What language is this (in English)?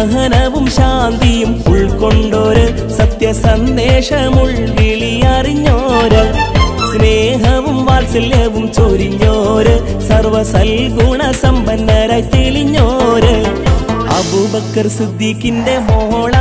Malayalam